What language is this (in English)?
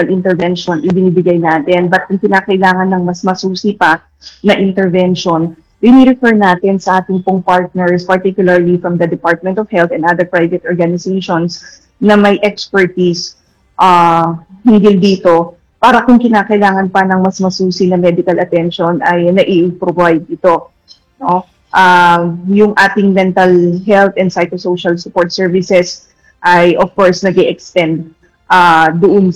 Filipino